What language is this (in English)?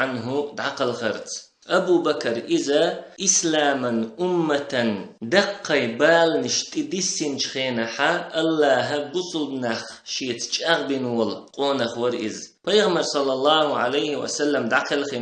Chechen